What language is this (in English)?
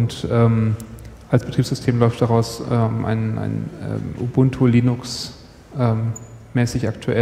German